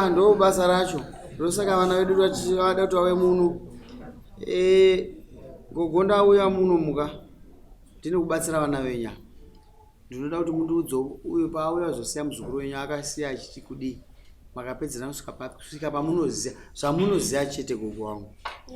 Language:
Shona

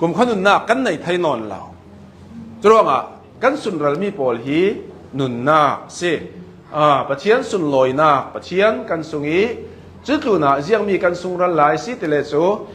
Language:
Hakha Chin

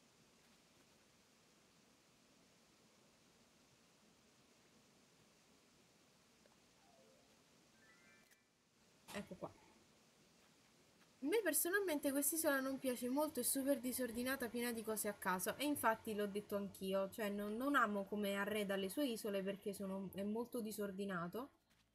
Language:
Italian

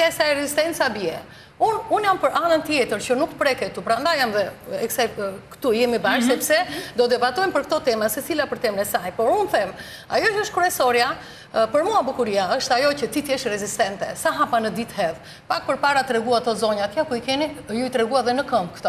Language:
Albanian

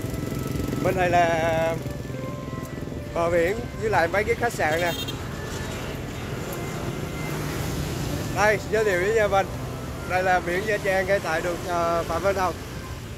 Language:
Vietnamese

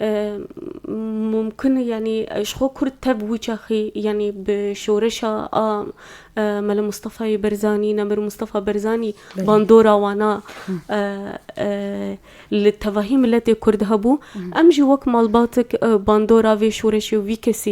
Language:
Kurdish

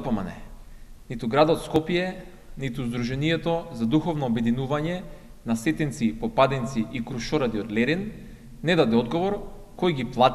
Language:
Macedonian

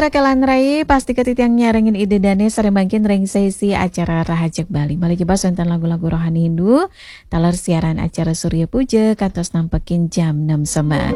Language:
Balinese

